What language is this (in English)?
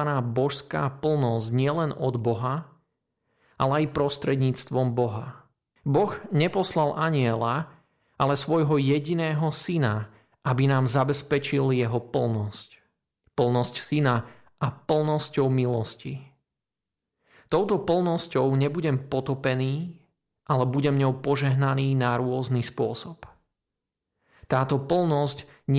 Slovak